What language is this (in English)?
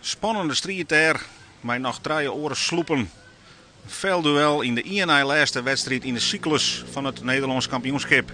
Western Frisian